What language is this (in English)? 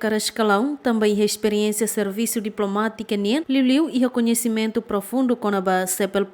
Tetum